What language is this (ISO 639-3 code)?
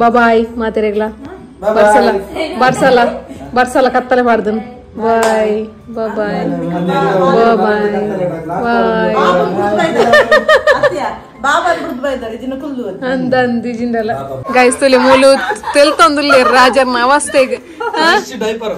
tcy